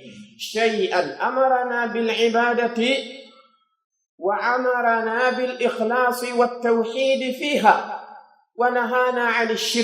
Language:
Pular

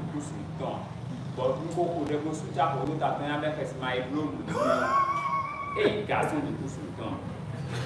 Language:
Fon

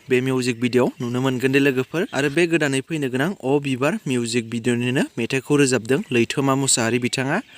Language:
Bodo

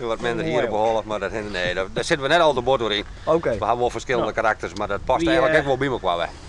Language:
Western Frisian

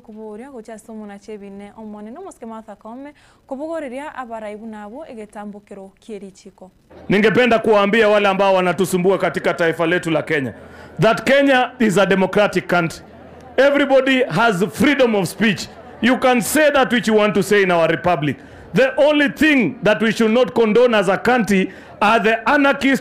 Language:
Gusii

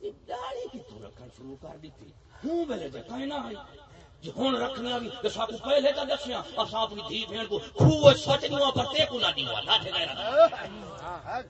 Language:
Saraiki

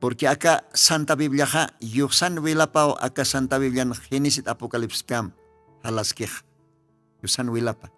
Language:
Aymara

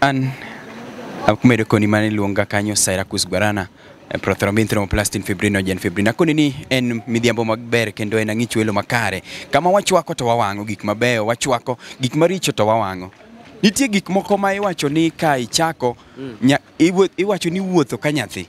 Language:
Luo (Kenya and Tanzania)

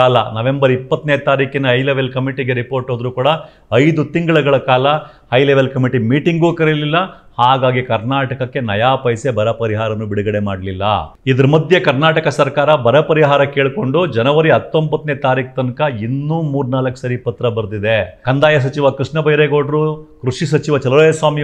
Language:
Kannada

